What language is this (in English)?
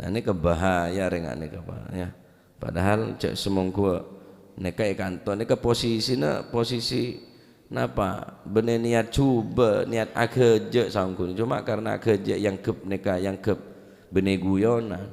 Madurese